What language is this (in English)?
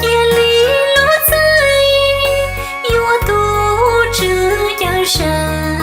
Hmong